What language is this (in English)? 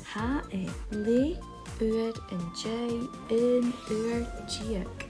Scottish Gaelic